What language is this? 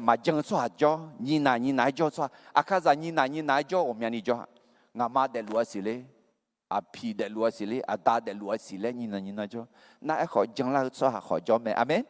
Akha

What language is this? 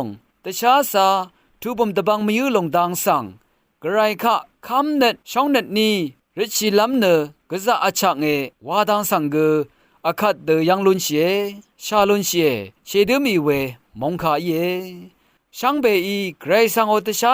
Rawang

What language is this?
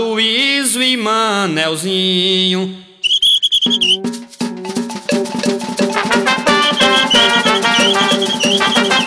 Portuguese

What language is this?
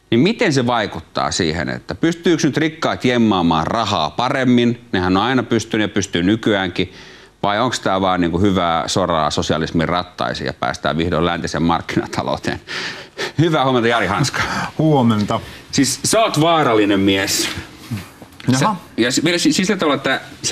Finnish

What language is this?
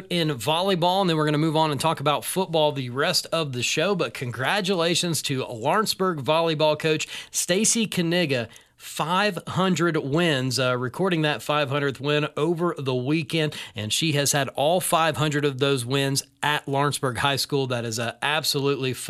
English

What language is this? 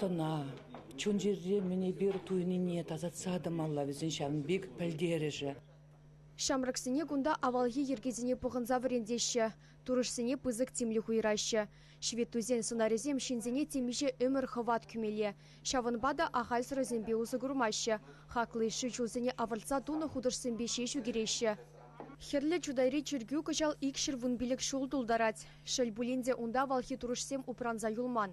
Chuvash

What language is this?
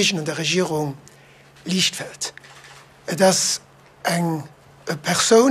Luxembourgish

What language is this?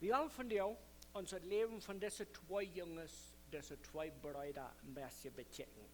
Plautdietsch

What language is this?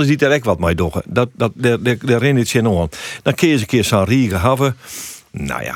Western Frisian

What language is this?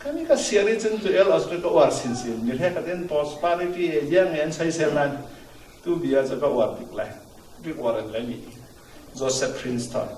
Falam Chin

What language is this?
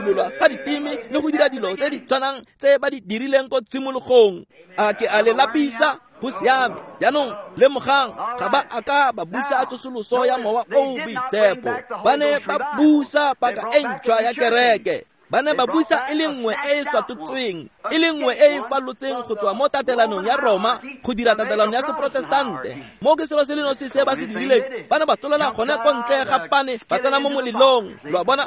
Tswana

